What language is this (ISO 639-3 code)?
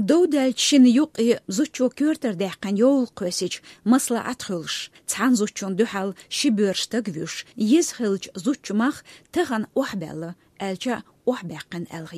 che